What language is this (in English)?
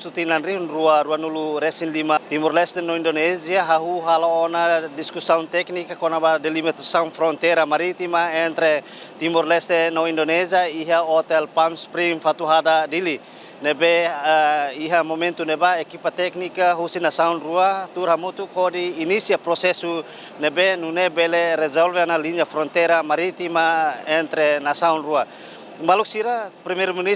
Tetum